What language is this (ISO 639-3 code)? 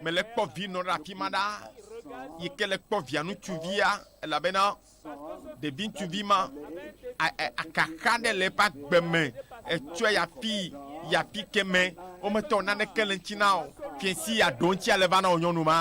ewe